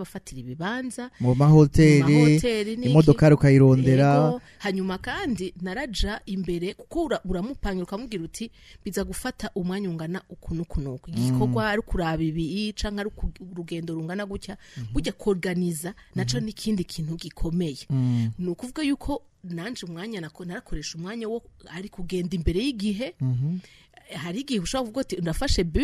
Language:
Rundi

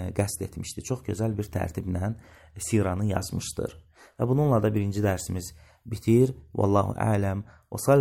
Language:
Azerbaijani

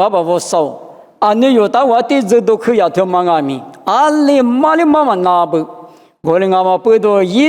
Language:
Lisu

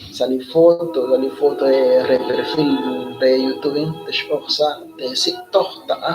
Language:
Kekchí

